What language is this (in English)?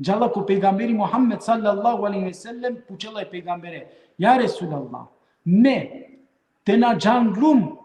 Balkan Romani